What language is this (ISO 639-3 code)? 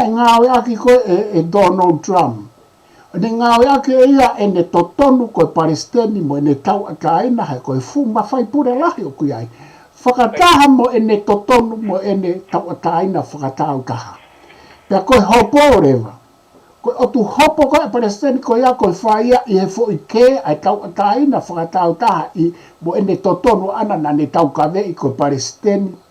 ton